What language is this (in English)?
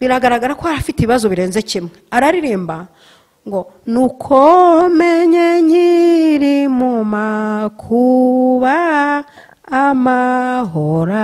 Kinyarwanda